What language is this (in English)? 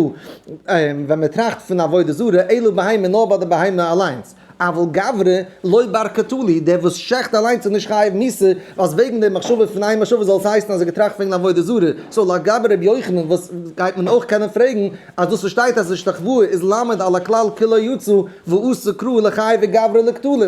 Yiddish